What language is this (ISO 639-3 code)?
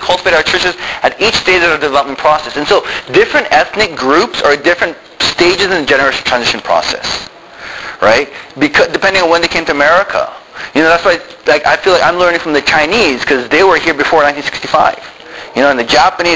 eng